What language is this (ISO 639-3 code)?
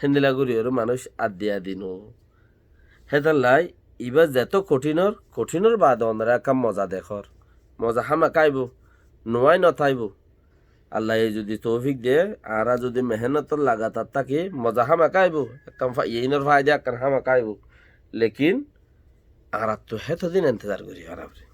rhg